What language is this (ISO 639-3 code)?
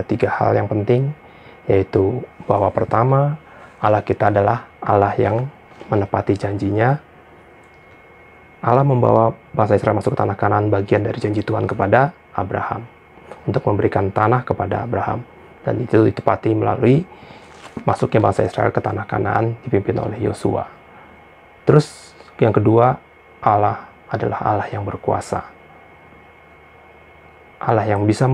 ind